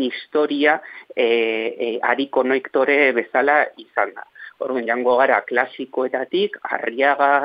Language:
Basque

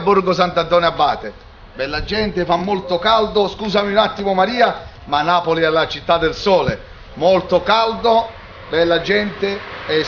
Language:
Neapolitan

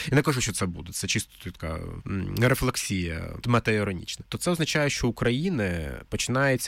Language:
Ukrainian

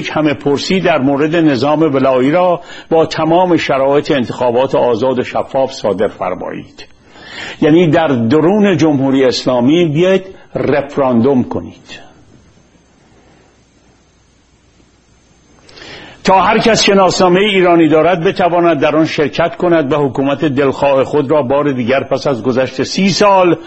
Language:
Persian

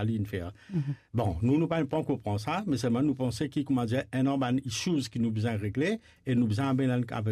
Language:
Morisyen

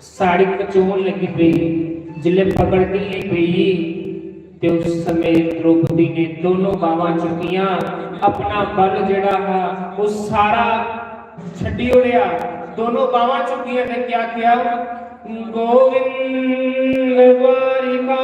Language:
Dogri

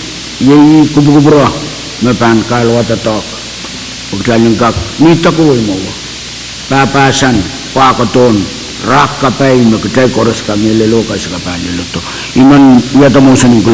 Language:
Pohnpeian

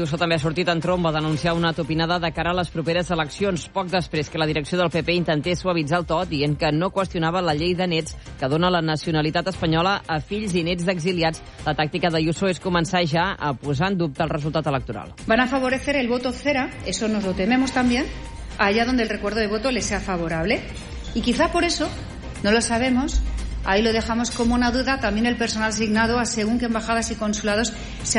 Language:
Catalan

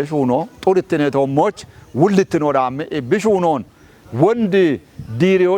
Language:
Kafa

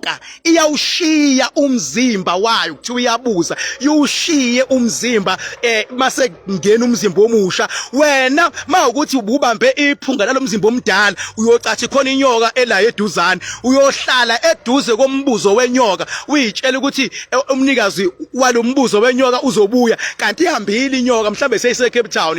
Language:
Zulu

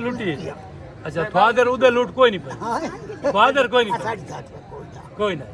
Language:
Saraiki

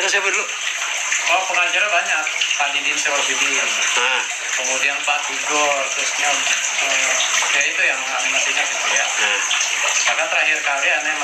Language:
Betawi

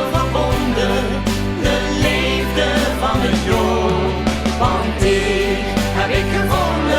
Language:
Limburgish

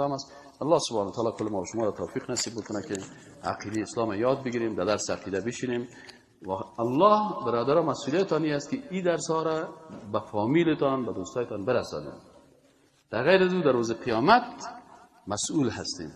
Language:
Persian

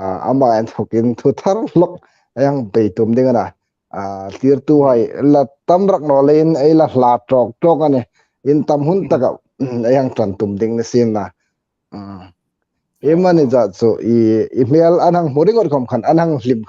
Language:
Hmar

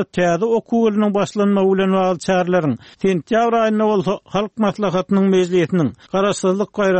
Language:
Turkmen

